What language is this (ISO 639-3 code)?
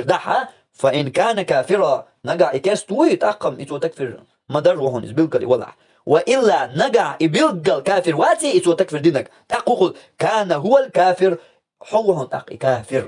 che